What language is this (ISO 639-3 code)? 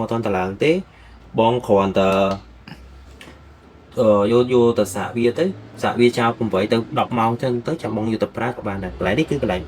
khm